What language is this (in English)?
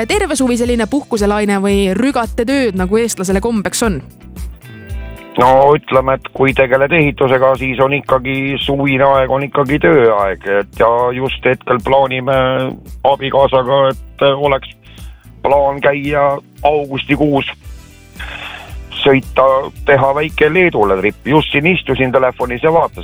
Estonian